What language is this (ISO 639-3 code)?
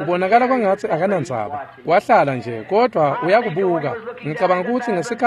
ssw